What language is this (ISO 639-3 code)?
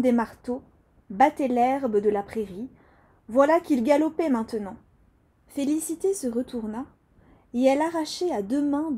fra